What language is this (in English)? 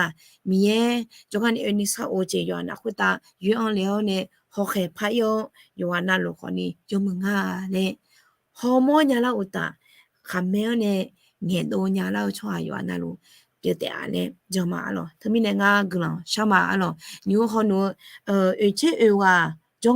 Akha